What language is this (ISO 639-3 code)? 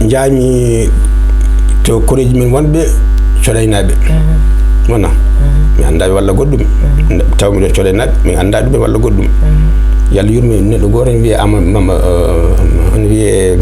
ful